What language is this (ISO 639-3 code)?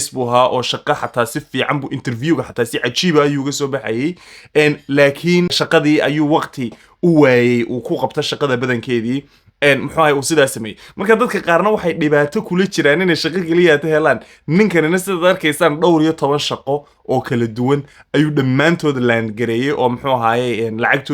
som